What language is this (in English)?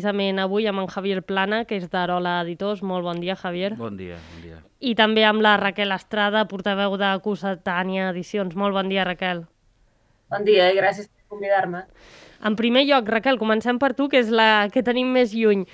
Catalan